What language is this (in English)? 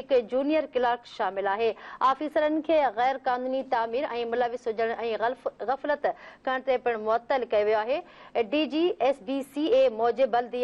Sindhi